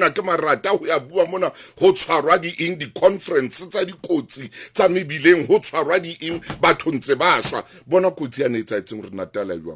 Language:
Southern Sotho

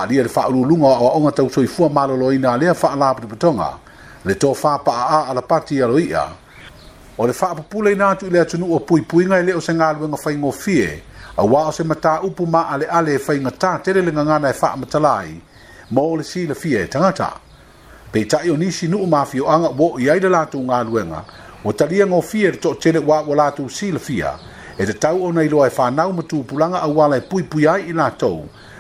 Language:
Samoan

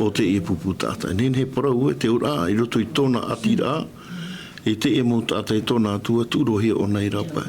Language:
Tahitian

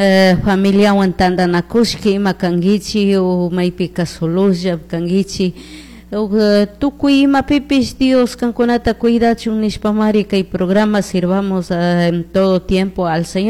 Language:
Chimborazo Highland Quichua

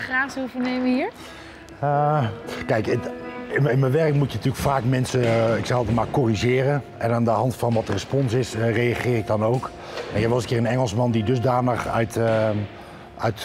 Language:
Dutch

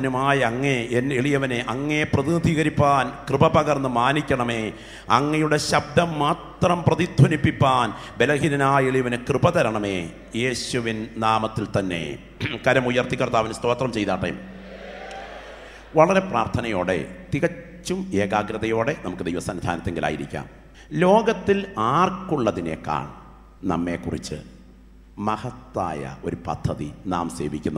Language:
Malayalam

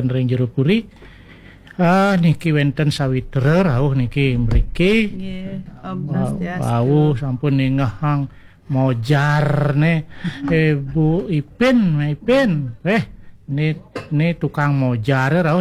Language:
Balinese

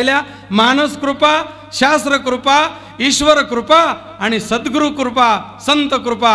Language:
Marathi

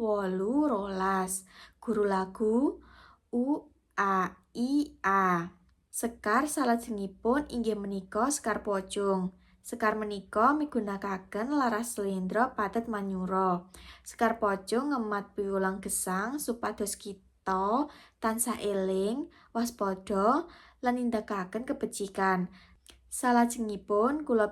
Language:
Javanese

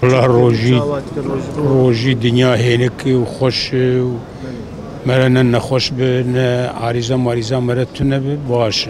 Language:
Kurdish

